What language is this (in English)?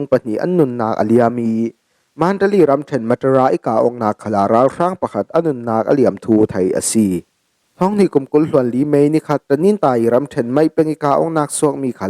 Falam Chin